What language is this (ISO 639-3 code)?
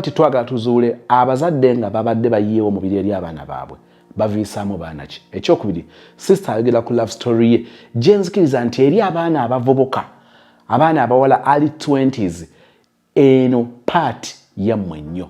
lug